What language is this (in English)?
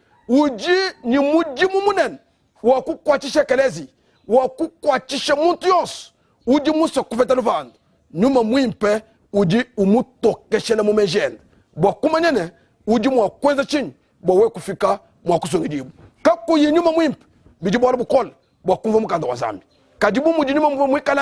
Luba-Lulua